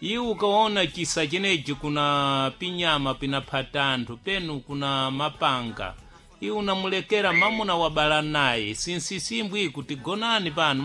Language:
Sena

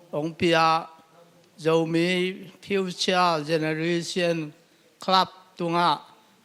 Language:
Tedim Chin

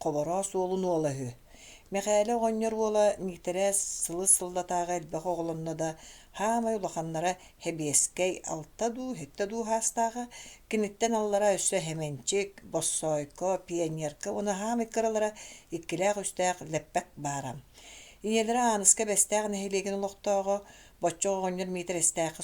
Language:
Yakut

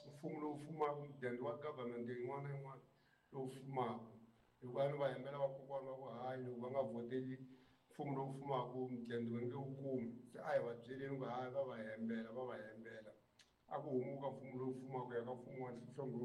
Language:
Tsonga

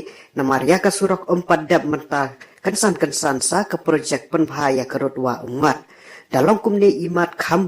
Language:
Khasi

